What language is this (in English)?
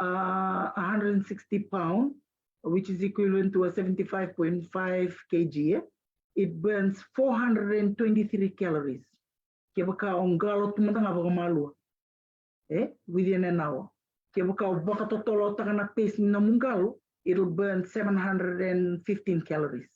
Fijian